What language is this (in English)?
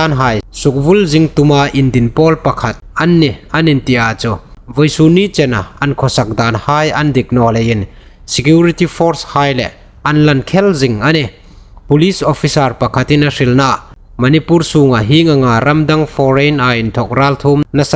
Hmar